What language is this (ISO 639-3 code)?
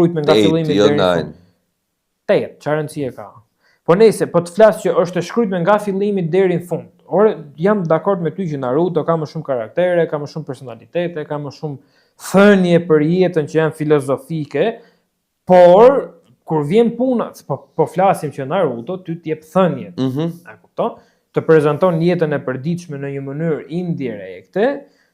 sqi